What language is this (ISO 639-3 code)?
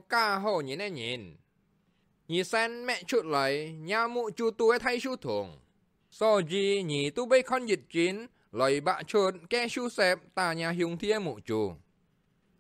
hak